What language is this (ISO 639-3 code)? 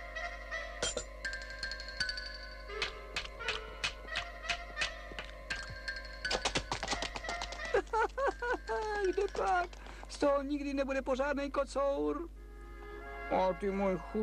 ces